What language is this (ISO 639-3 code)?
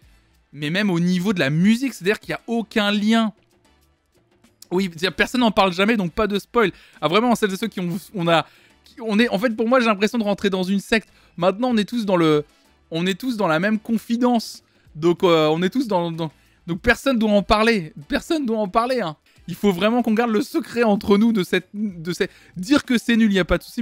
fra